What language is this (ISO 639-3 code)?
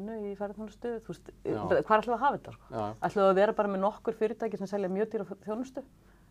isl